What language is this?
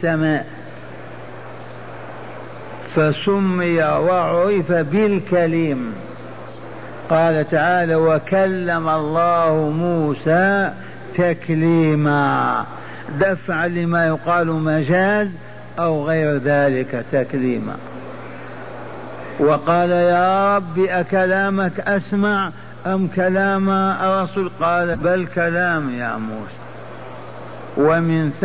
Arabic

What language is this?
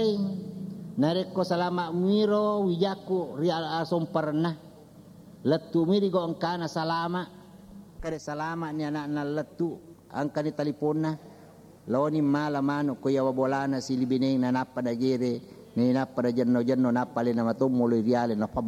Buginese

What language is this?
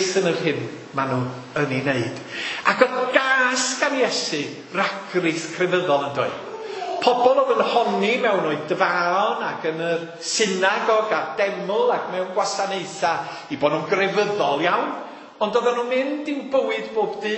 Welsh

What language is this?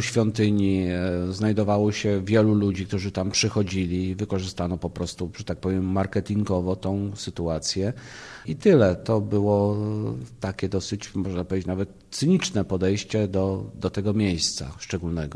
Polish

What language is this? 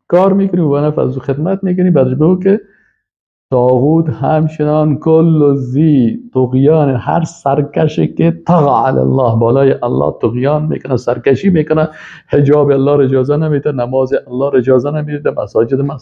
Persian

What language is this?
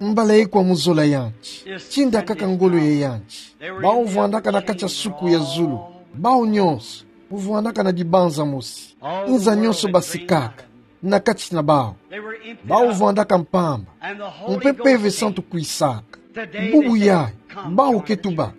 Kituba (Democratic Republic of Congo)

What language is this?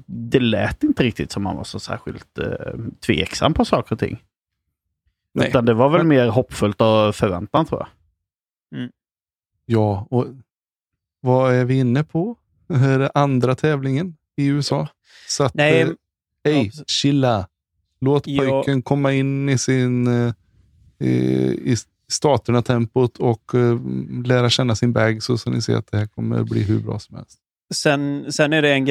Swedish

